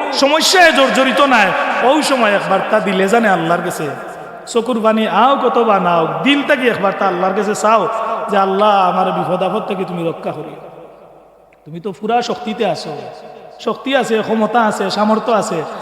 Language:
Sylheti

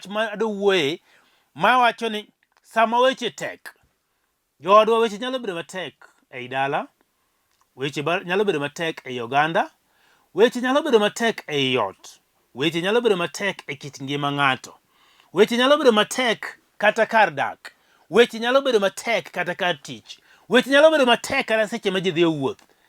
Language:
Luo (Kenya and Tanzania)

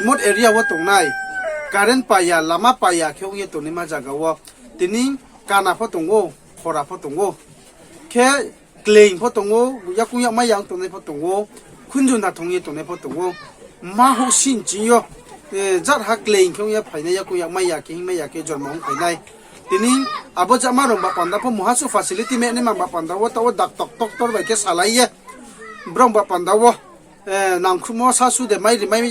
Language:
Riang (India)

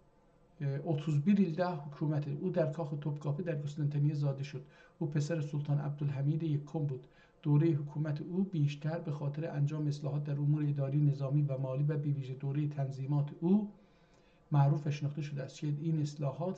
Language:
South Azerbaijani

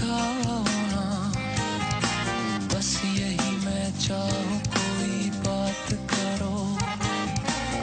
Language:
Urdu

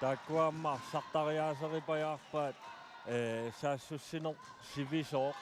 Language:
Kalaallisut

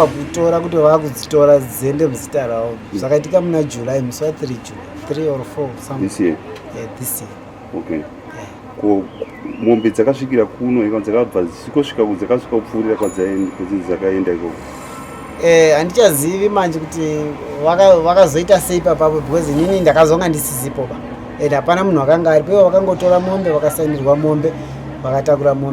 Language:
Shona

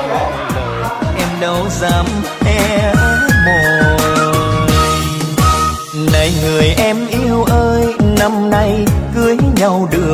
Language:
Vietnamese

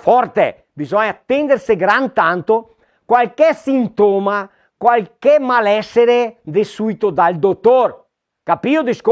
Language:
Venetian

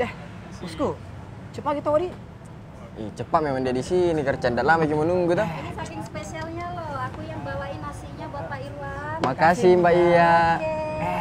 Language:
Makassar Malay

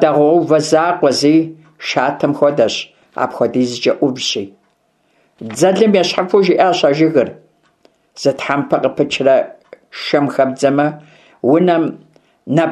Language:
Kabardian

